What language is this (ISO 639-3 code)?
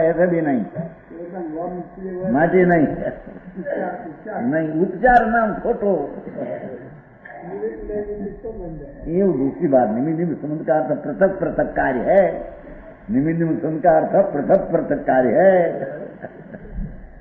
guj